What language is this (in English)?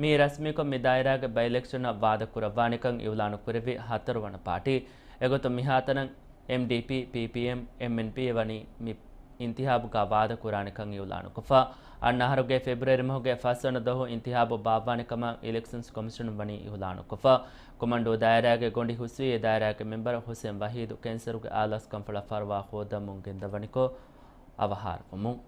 Divehi